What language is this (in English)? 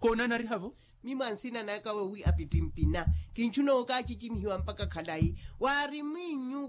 Makhuwa